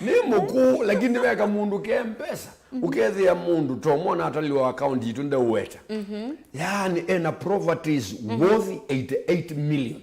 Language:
Kamba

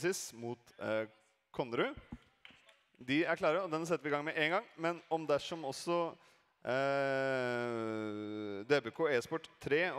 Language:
Norwegian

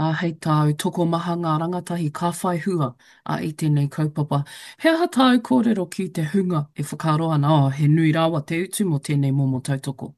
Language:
Māori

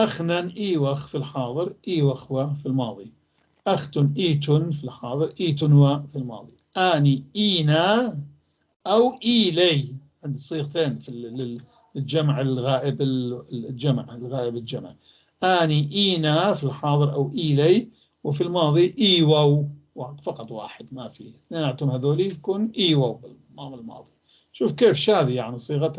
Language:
North Levantine Arabic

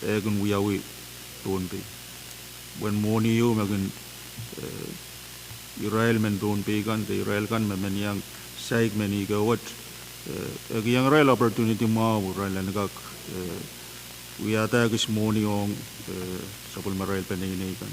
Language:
Pohnpeian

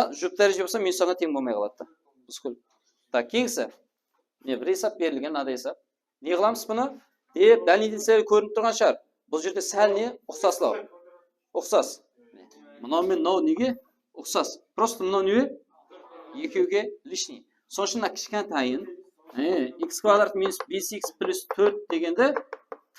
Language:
Kara-Kalpak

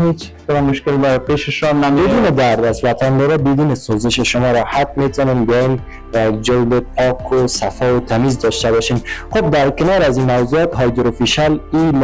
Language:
Persian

